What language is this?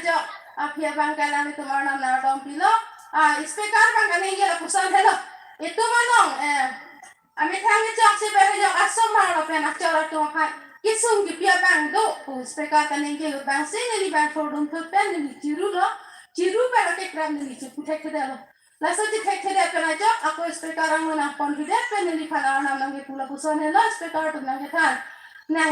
Karbi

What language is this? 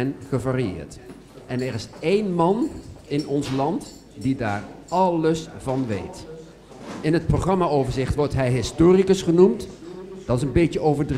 Dutch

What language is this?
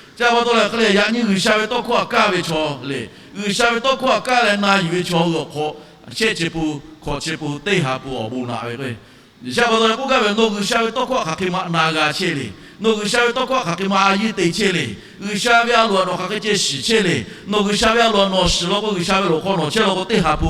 Lahu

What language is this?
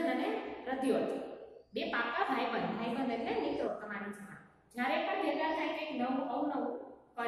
Gujarati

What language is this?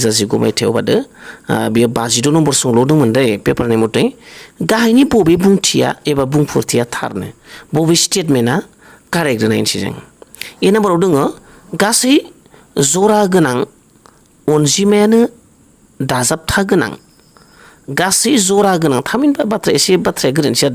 Bodo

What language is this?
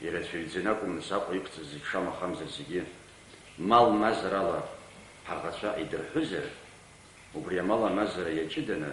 Abkhazian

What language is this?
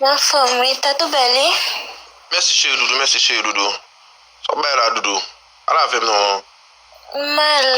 Haitian Creole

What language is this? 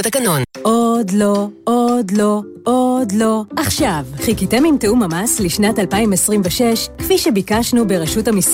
Hebrew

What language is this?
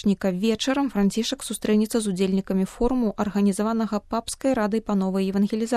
Belarusian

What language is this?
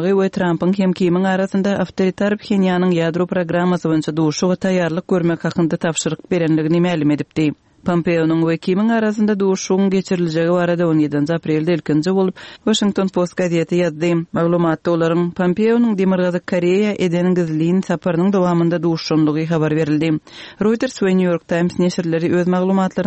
Turkmen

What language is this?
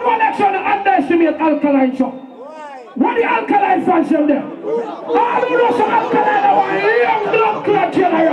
Jamaican Creole English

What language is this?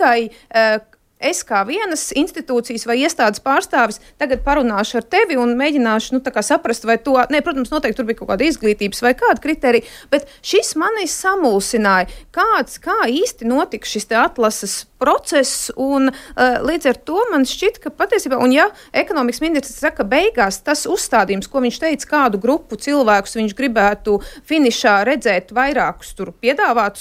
Latvian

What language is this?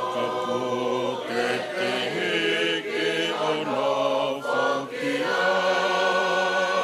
Tongan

